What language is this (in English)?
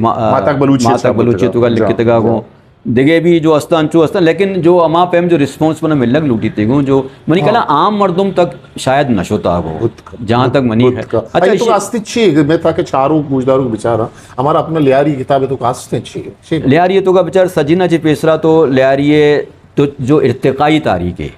Eastern Balochi